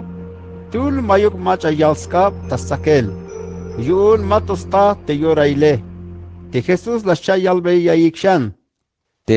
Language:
Tzeltal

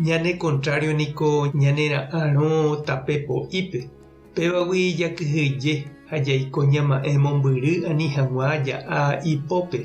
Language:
Guarani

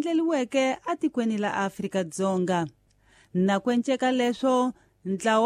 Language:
Tsonga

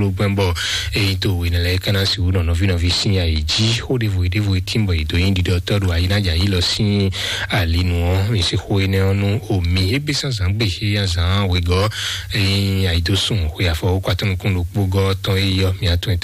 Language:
Fon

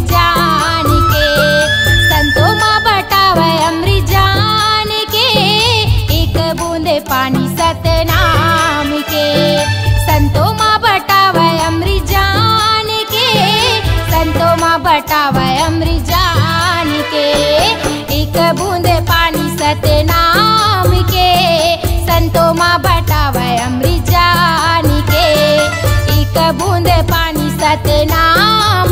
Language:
Chhattisgarhi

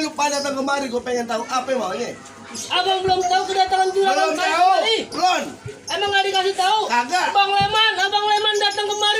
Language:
Betawi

